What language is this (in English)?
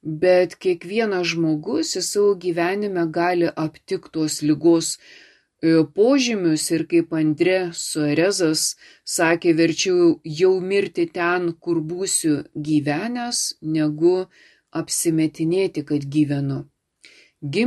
Lithuanian